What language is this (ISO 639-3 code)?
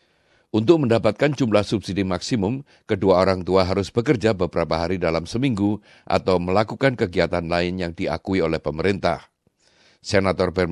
ind